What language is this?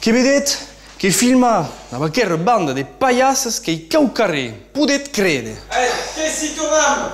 Occitan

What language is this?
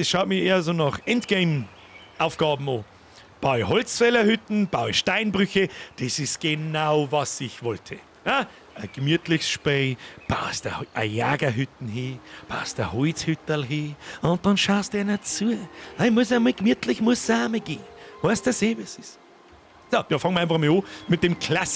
Bavarian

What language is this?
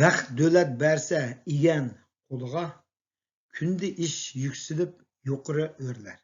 Uyghur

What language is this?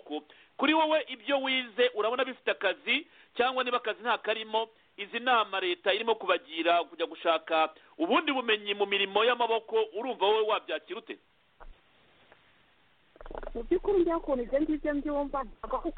Kinyarwanda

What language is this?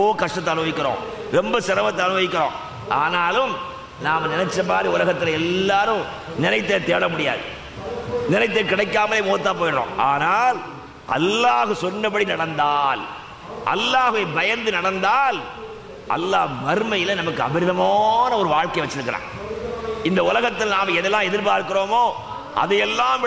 Tamil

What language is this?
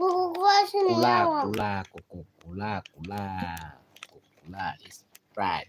Kok Borok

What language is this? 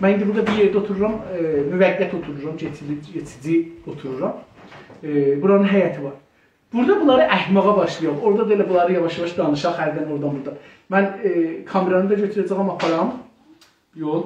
South Azerbaijani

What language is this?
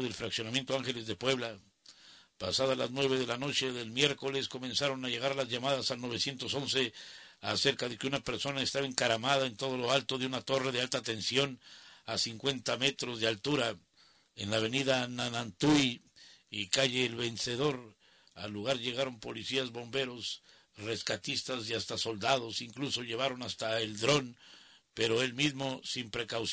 Spanish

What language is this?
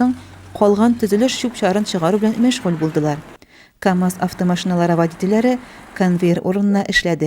Tatar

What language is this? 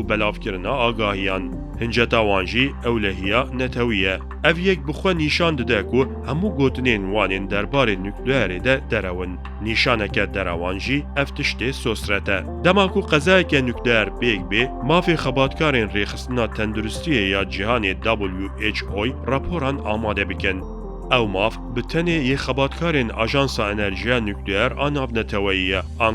Kurdish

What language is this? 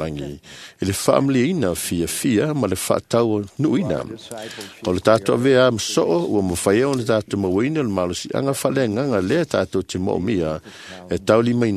Samoan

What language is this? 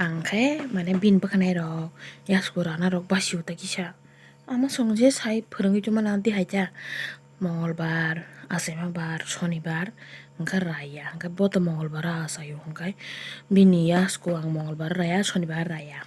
Kok Borok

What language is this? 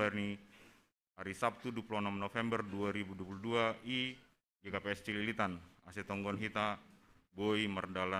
Batak Simalungun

